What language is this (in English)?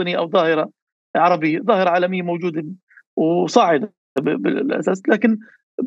North Levantine Arabic